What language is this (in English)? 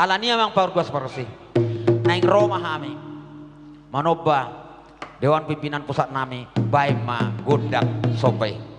Batak Toba